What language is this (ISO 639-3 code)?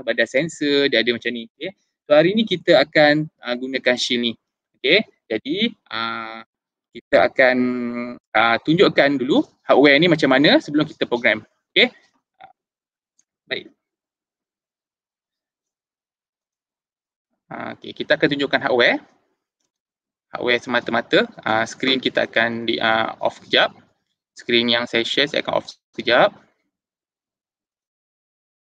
msa